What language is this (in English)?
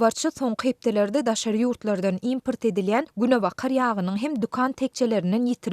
Turkmen